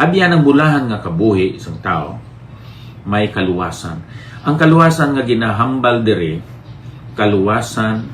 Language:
Hiligaynon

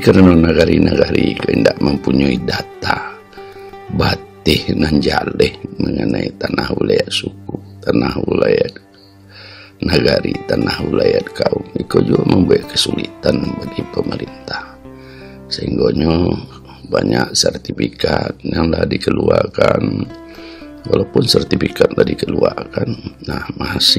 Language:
Minangkabau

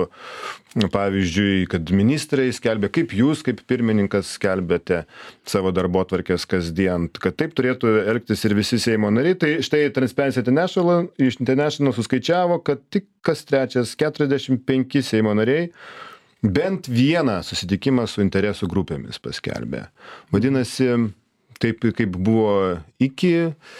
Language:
Lithuanian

